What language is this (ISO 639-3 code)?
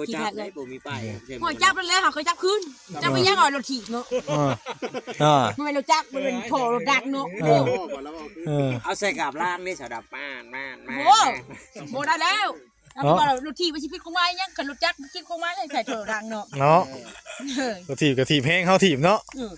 tts